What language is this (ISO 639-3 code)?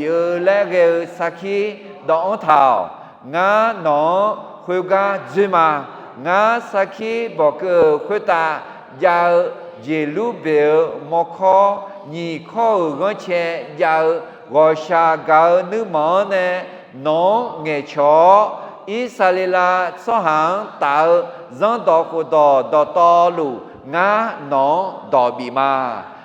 ahk